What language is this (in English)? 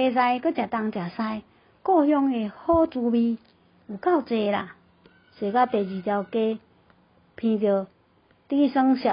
Min Nan Chinese